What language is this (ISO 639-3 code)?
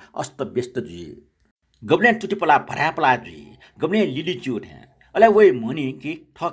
new